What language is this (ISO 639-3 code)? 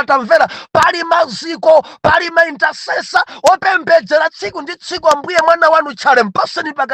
nya